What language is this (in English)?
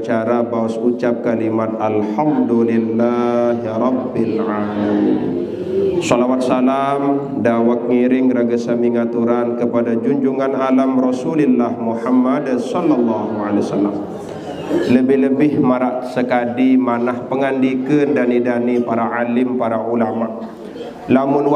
Sasak